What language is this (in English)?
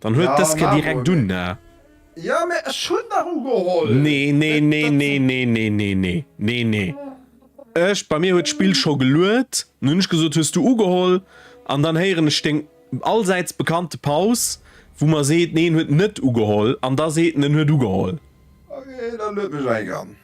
Luxembourgish